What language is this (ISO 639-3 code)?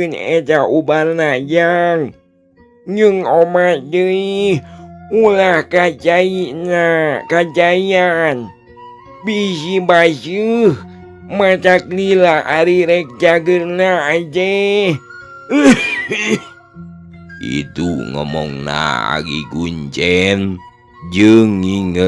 sun